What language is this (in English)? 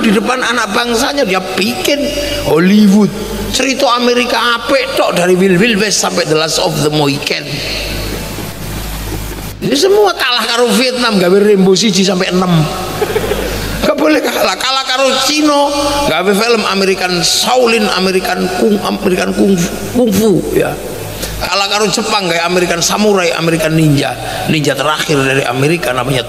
Indonesian